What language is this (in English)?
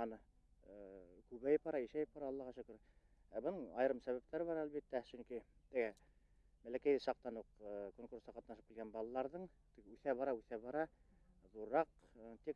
Bashkir